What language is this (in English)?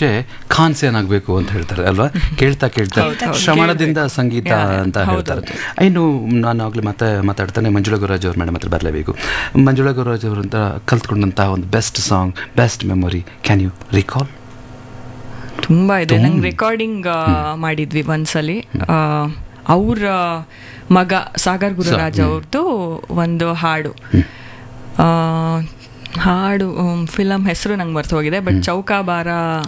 Kannada